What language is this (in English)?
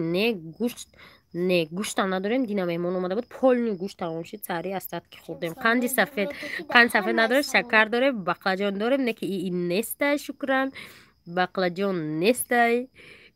Tajik